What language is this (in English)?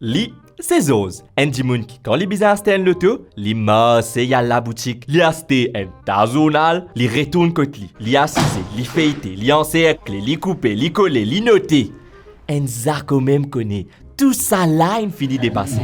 Morisyen